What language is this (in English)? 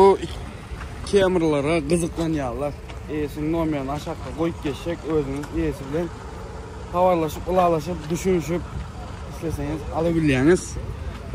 Turkmen